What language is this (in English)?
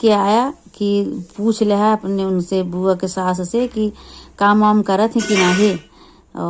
Awadhi